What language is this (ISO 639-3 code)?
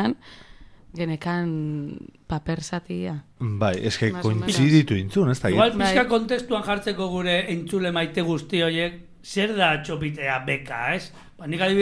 eus